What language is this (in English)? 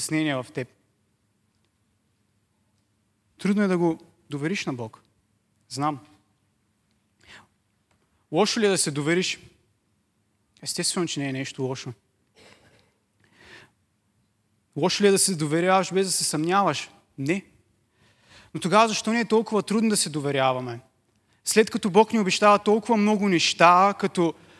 Bulgarian